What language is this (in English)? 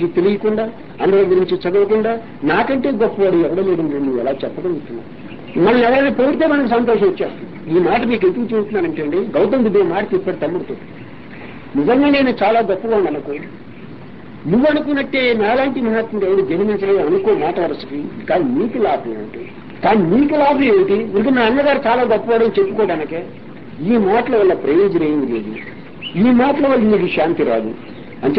Telugu